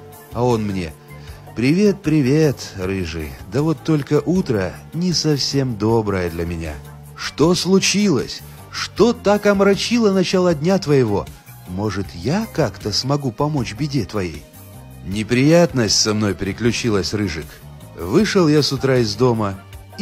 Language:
Russian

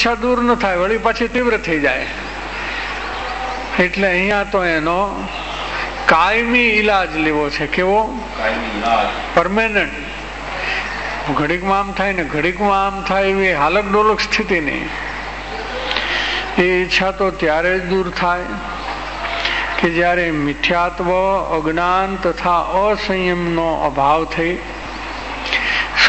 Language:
Gujarati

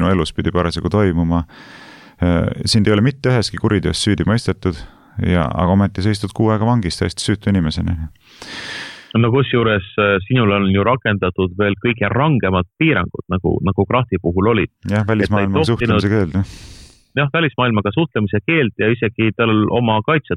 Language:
Estonian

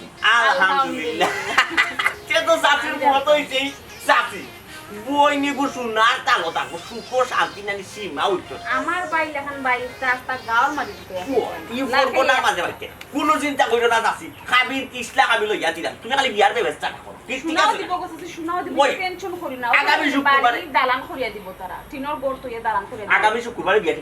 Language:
Sylheti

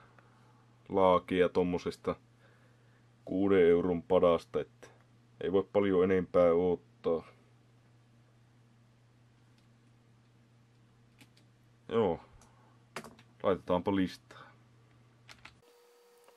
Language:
Finnish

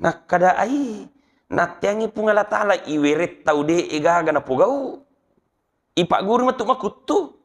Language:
Buginese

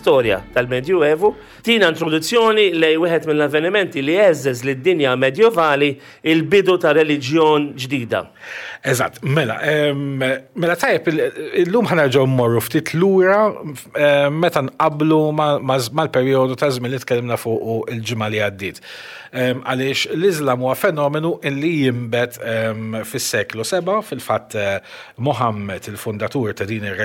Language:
Maltese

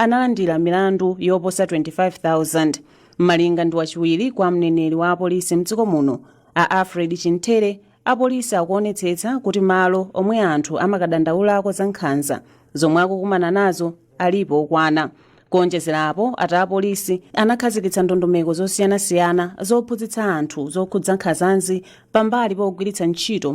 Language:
Nyanja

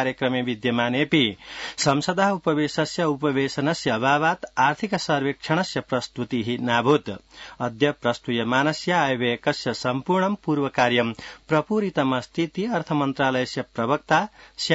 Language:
Sanskrit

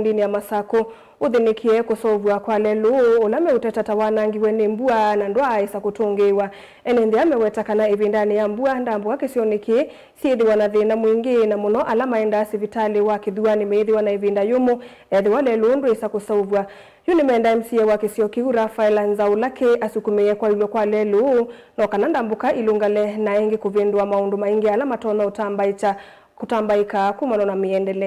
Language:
Kamba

